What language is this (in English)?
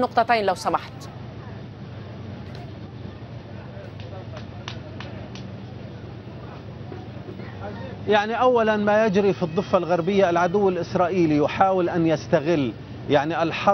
Arabic